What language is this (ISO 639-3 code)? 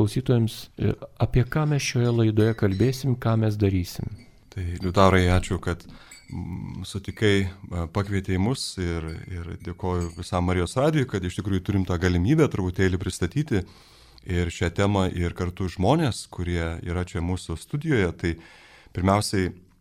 lit